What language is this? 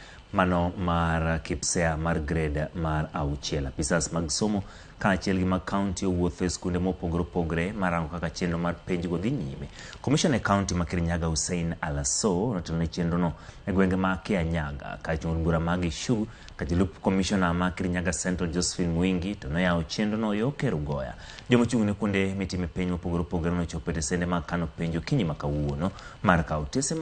Luo (Kenya and Tanzania)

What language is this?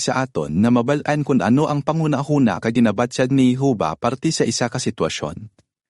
Hiligaynon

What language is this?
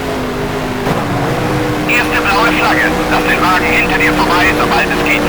Bavarian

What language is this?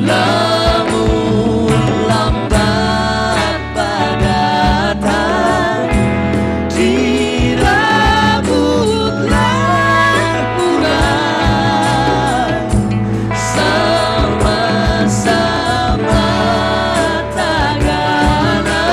Banjar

